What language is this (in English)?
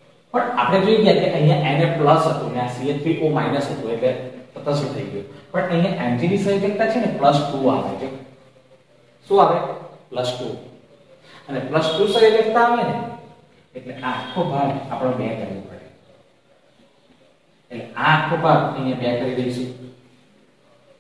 Gujarati